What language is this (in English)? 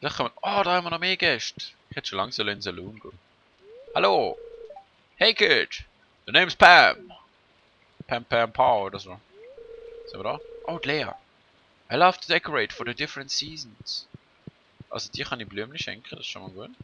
Swiss German